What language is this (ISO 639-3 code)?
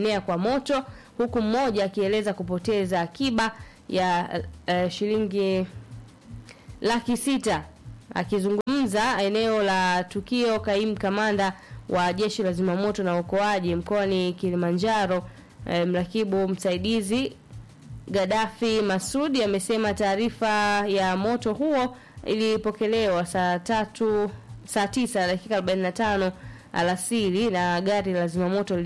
swa